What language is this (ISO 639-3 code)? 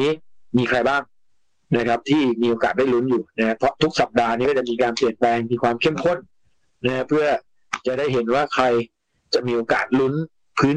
tha